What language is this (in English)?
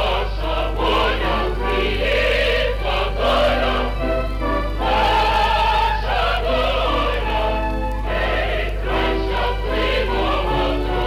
Ukrainian